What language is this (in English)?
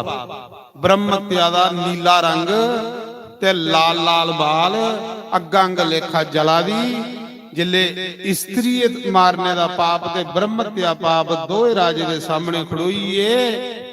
Dogri